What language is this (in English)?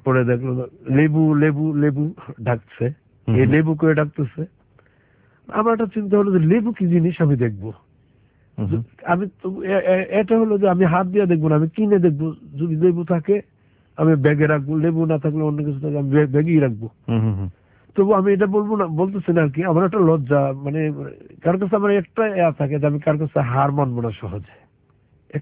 Bangla